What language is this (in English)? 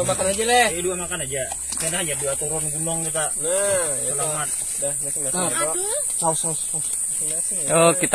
Banjar